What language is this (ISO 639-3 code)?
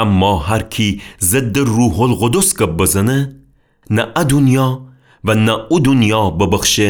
glk